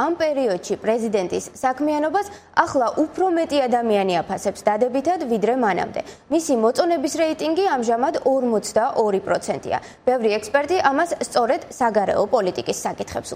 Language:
Georgian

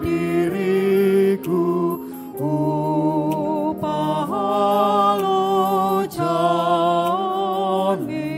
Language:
Batak Toba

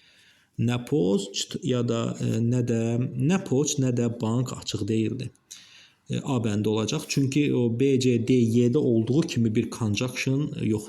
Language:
Azerbaijani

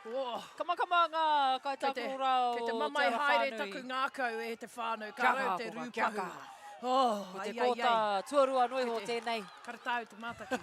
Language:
Māori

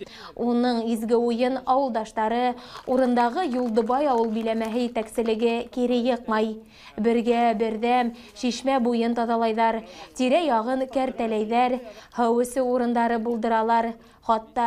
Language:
Bashkir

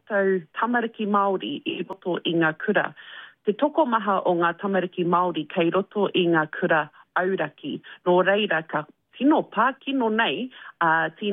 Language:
Māori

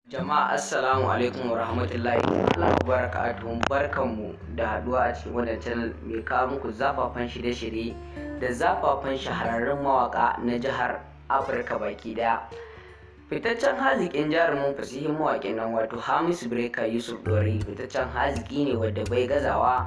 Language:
Hausa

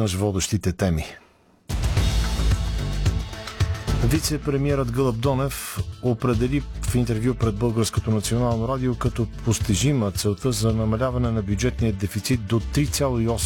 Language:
Bulgarian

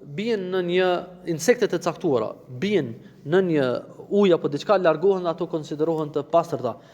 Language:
Albanian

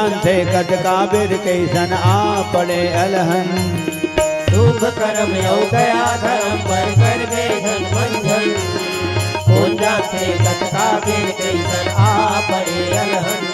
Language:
Chhattisgarhi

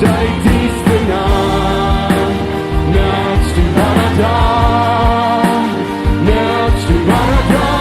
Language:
Plautdietsch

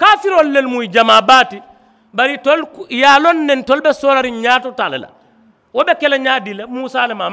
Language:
Mandingo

